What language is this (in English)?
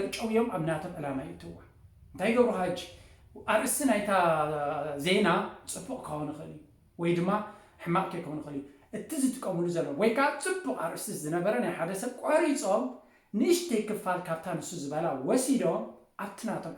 Tigrinya